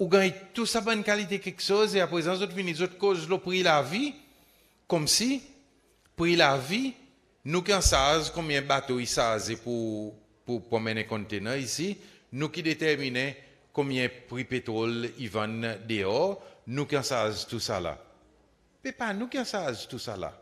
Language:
Seselwa Creole French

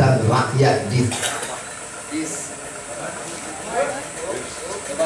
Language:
Malay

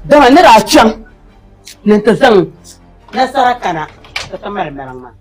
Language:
Dagbani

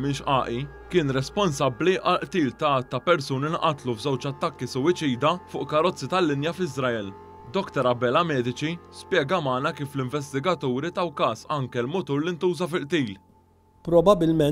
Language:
Maltese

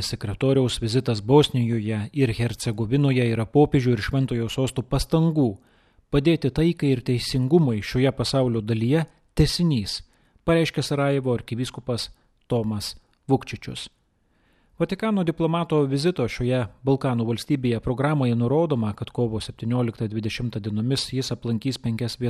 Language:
Lithuanian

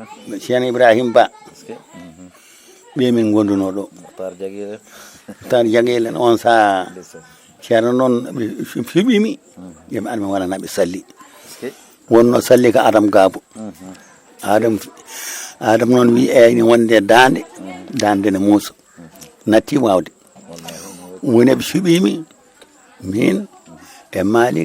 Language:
Fula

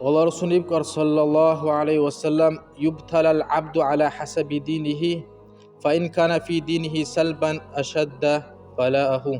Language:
Dargwa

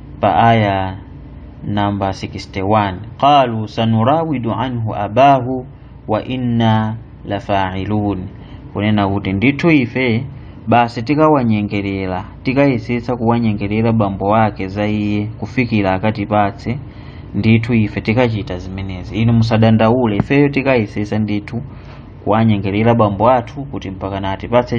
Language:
Nyanja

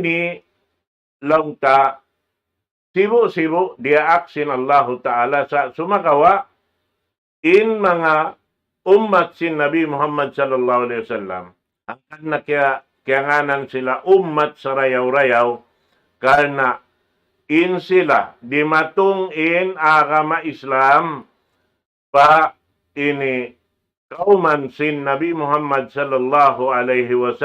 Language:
Tausug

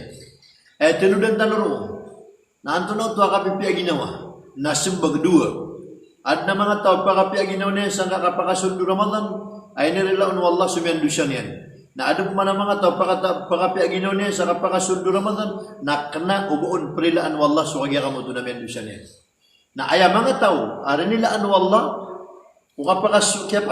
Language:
Maranao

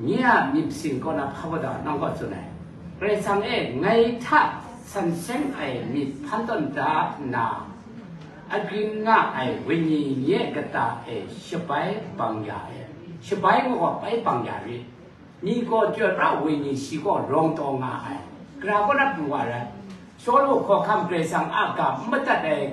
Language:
Kachin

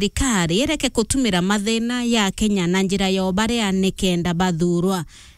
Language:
Meru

